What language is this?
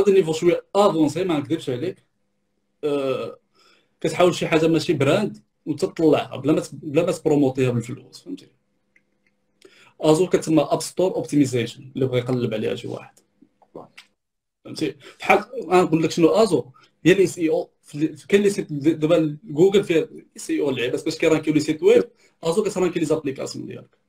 Moroccan Arabic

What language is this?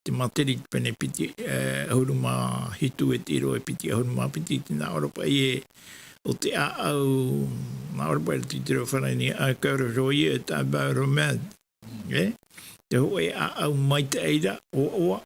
Tahitian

